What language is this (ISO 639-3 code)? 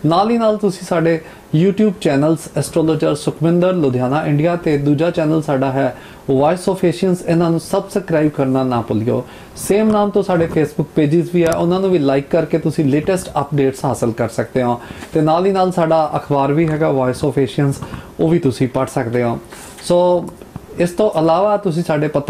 pan